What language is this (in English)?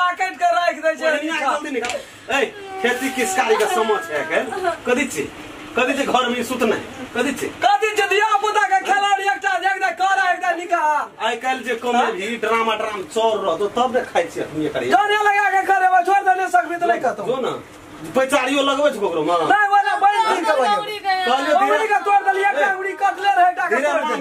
Maithili